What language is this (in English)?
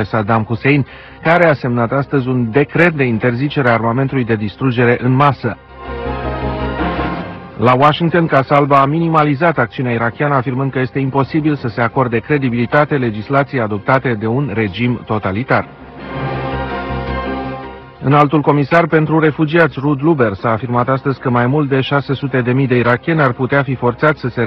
Romanian